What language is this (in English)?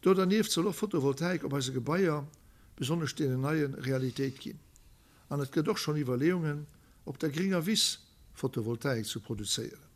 Luxembourgish